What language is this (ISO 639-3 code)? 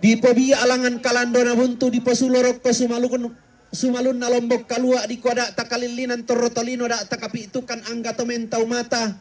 sda